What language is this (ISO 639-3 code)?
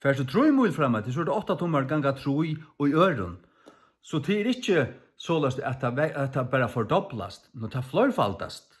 fao